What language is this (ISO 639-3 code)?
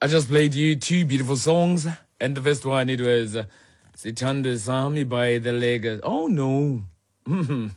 xho